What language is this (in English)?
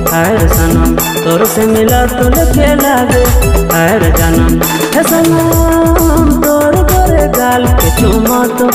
Sadri